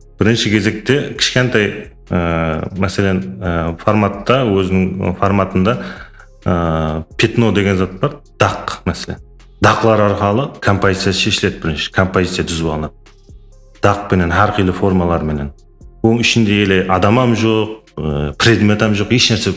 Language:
Kara-Kalpak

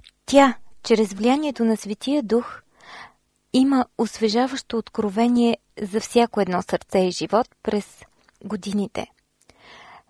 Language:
Bulgarian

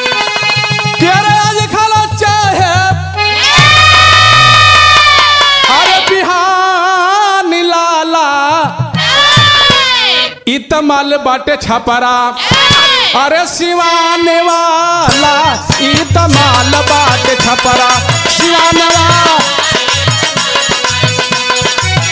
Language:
Bhojpuri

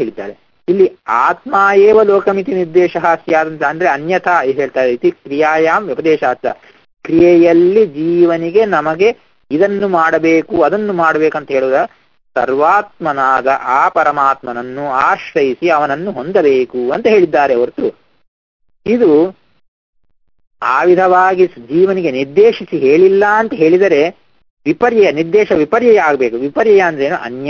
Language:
Kannada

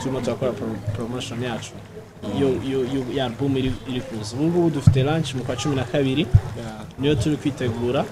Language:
Kinyarwanda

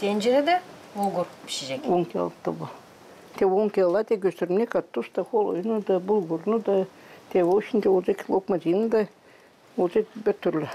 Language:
Gagauz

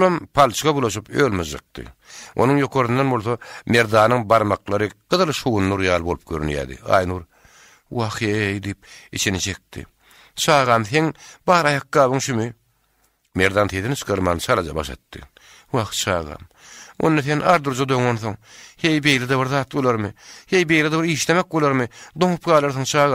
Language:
Turkmen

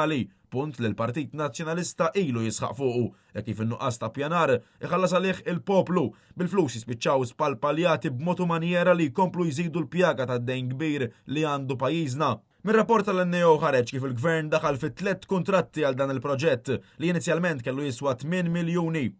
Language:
Maltese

